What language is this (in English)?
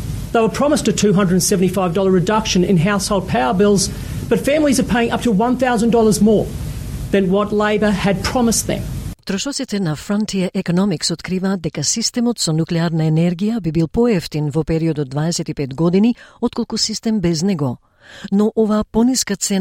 Macedonian